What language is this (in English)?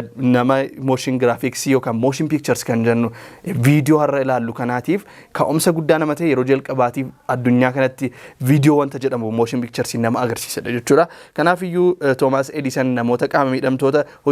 Oromo